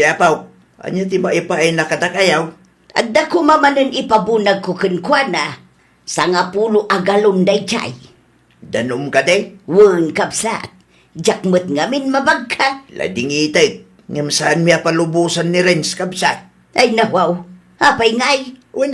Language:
Iloko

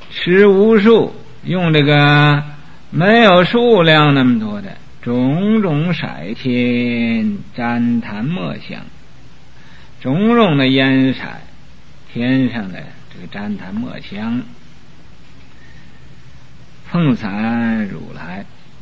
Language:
Chinese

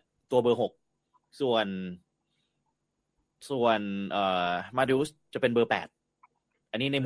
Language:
Thai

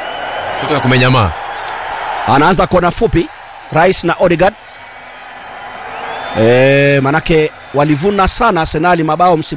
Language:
Swahili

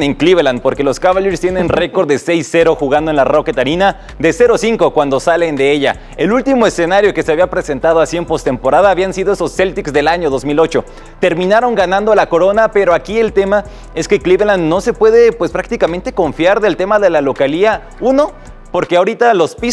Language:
Spanish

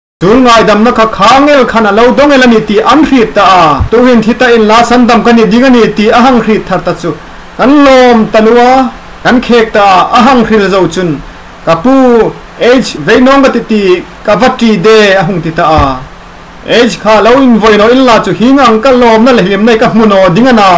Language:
Hmar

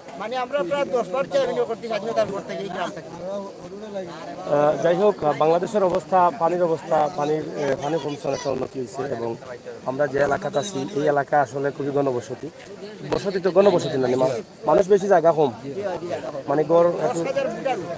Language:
Sylheti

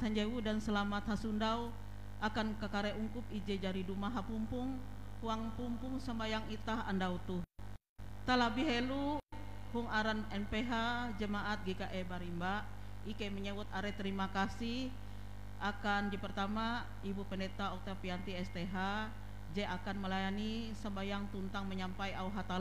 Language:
Ngaju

